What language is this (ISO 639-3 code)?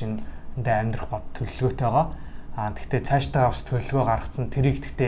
mon